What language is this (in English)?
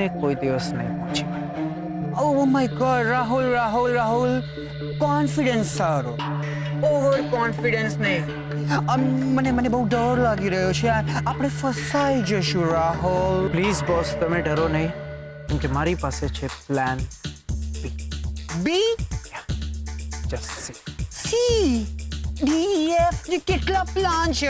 Gujarati